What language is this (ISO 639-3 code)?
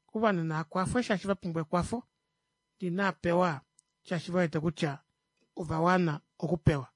kua